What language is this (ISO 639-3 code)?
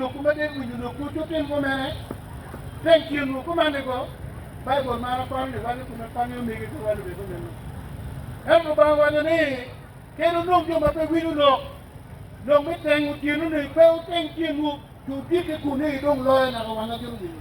ach